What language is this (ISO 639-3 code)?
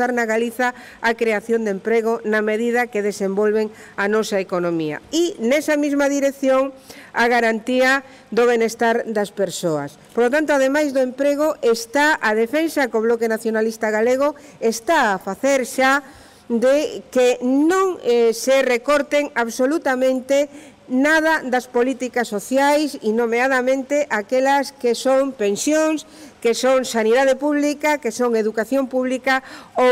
glg